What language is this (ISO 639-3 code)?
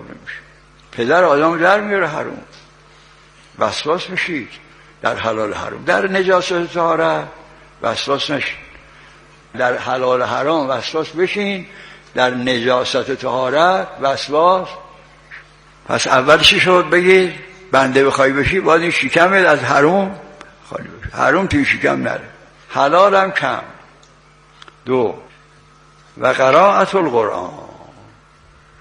fas